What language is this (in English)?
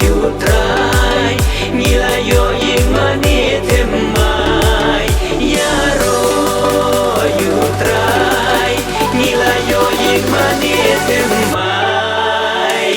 Khasi